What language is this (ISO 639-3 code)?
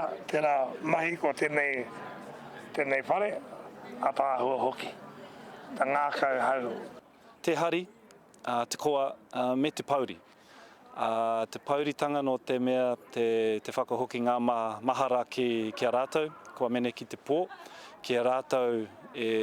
mri